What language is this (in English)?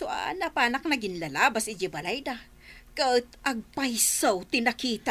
Iloko